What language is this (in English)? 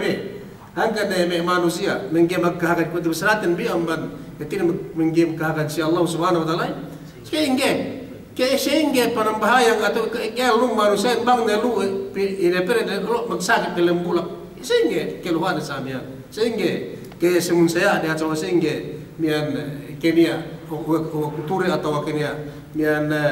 Yakan